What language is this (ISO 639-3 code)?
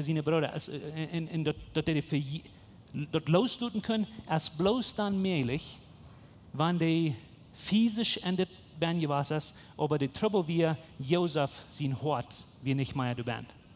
pdt